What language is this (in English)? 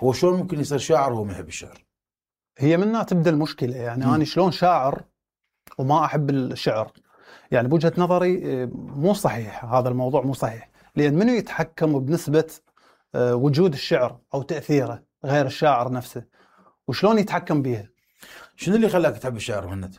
Mesopotamian Arabic